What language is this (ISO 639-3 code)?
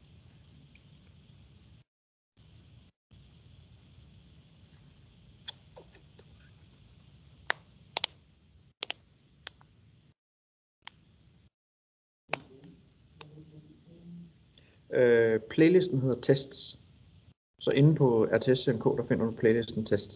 dan